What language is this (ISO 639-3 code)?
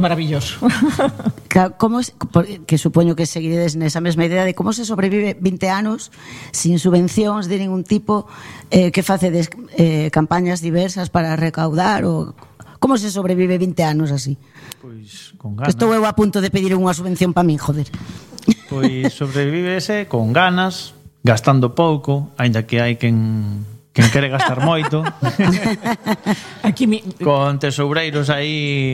glg